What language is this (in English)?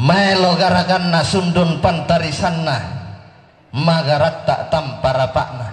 Toraja-Sa'dan